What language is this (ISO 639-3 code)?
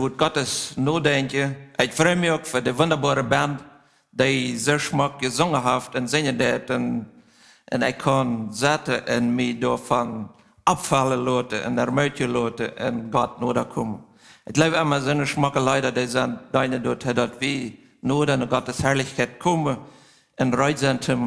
pdt